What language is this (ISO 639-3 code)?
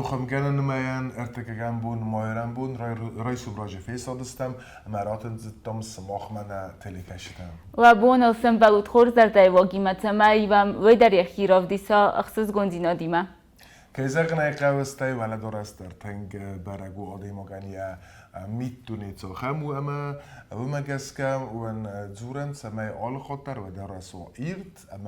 oss